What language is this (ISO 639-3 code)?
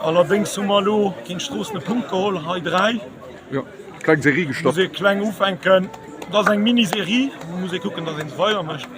ltz